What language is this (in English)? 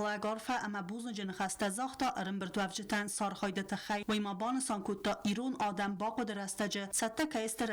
Ossetic